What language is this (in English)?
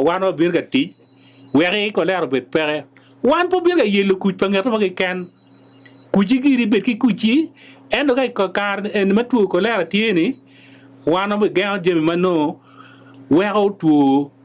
Acoli